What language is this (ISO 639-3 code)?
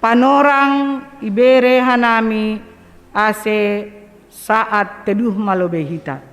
bts